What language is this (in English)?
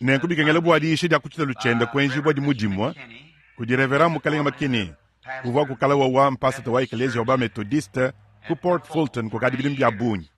Luba-Lulua